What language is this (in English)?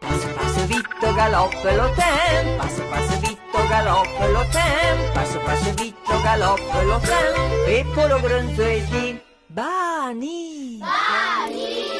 Arpitan